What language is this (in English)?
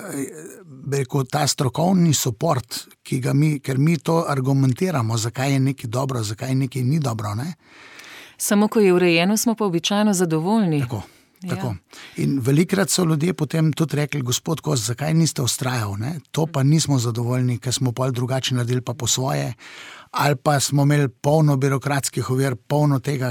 Slovenian